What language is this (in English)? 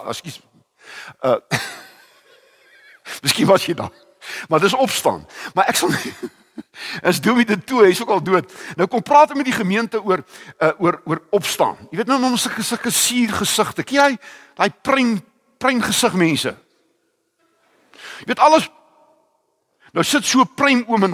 Afrikaans